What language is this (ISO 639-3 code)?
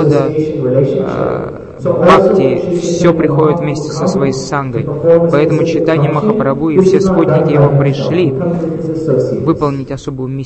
rus